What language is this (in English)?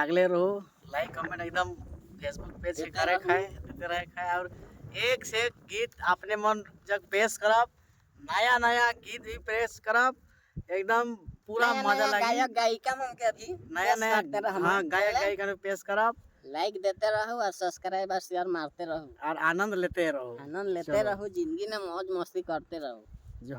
Sadri